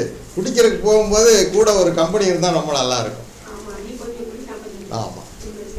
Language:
Tamil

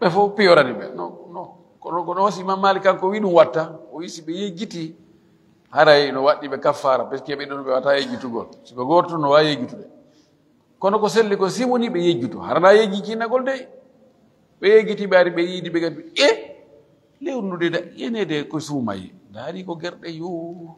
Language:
Fula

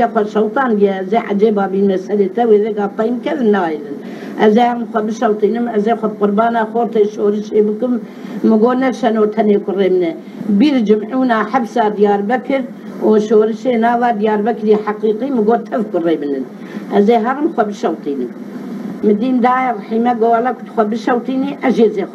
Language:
Kurdish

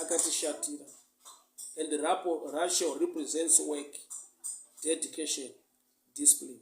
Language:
Shona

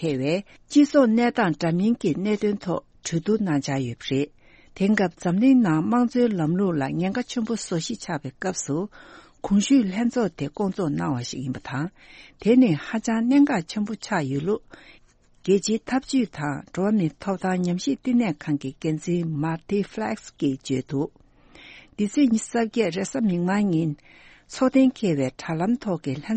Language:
Tibetan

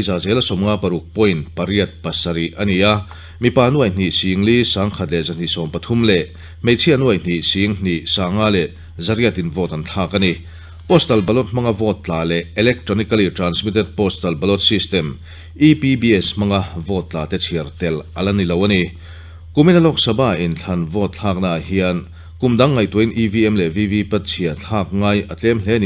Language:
Mizo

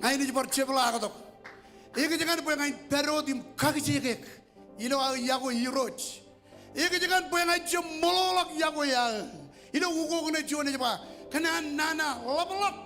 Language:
Marshallese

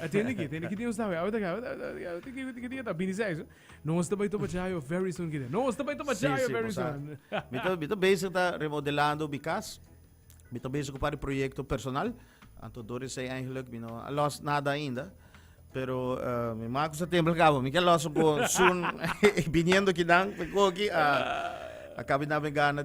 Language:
Papiamento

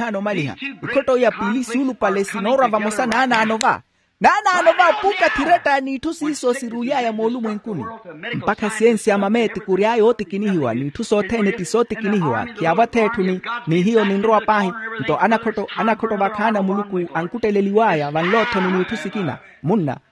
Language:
Makhuwa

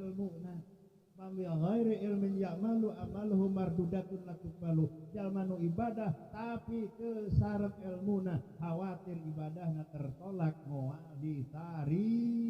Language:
Sundanese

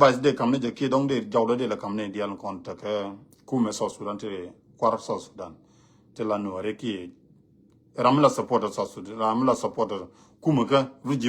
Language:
Nuer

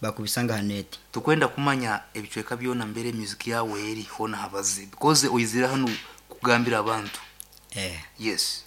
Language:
Nyankole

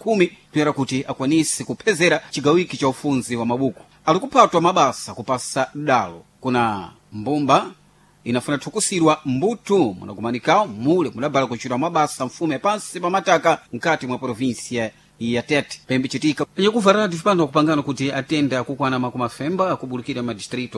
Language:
Sena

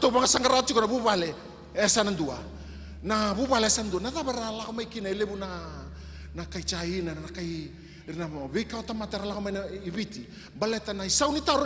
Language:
Fijian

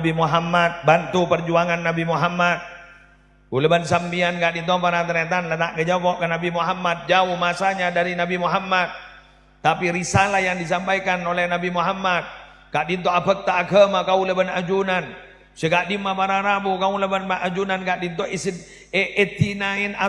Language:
Madurese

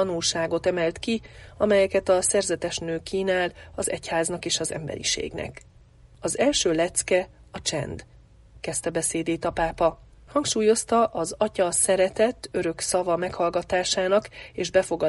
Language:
Hungarian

